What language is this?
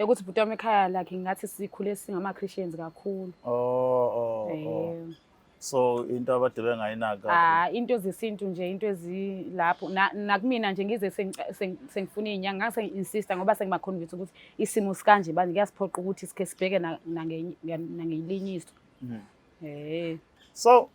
Zulu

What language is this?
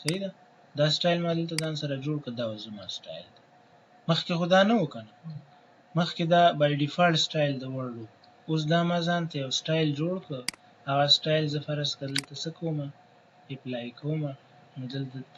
Pashto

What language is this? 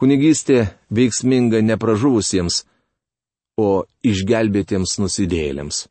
Lithuanian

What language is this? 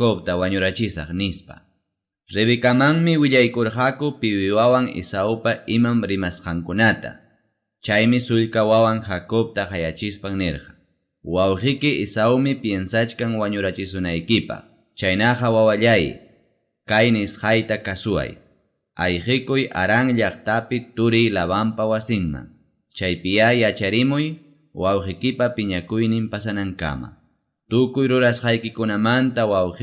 Ayacucho Quechua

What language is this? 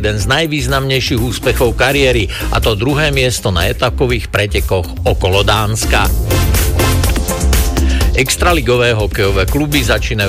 Slovak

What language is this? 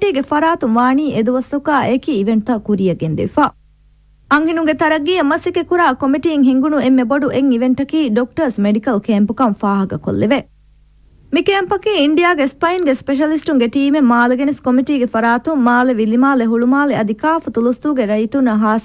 Divehi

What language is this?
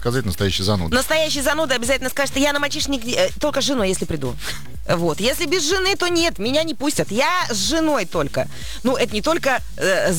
Russian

